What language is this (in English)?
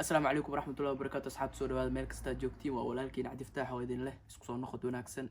Somali